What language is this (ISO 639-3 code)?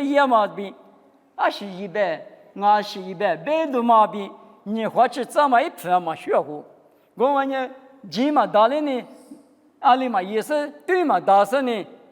lis